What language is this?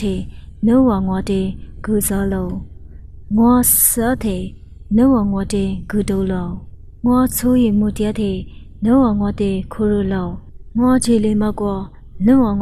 Lisu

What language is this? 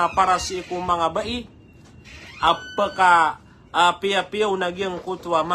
Maranao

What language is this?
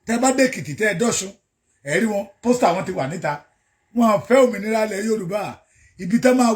Yoruba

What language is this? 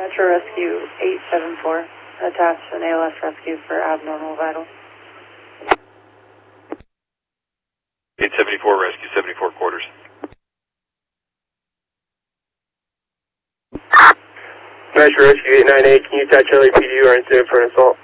English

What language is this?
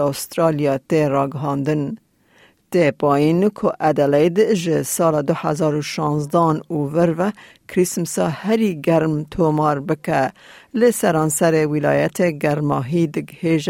Kurdish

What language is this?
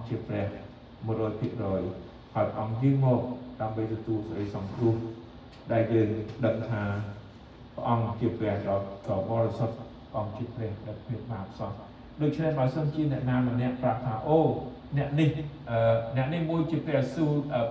Khmer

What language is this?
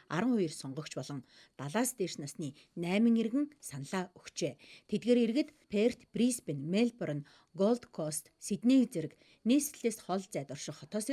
Mongolian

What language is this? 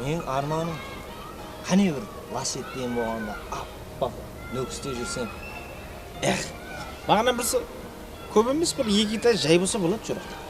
Kara-Kalpak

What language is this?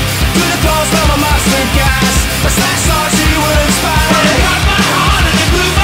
English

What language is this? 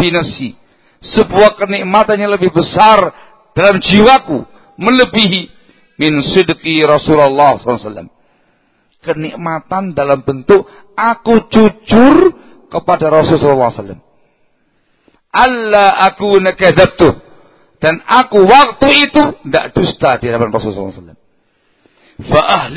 Indonesian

